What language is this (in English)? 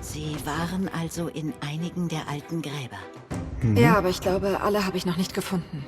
Swiss German